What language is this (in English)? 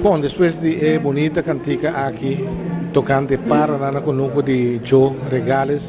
Papiamento